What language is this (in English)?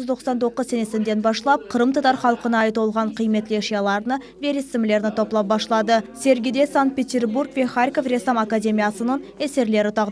Crimean Tatar